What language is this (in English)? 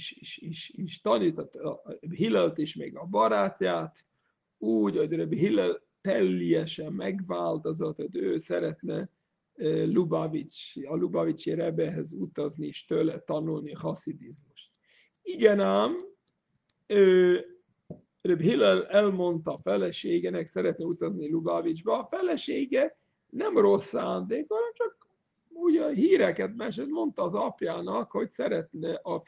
Hungarian